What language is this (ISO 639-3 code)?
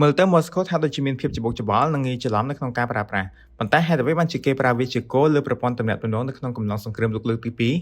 khm